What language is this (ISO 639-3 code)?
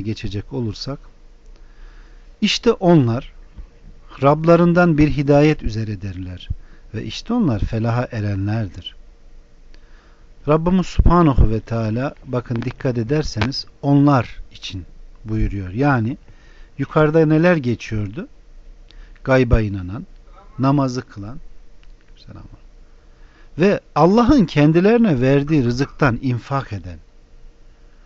tur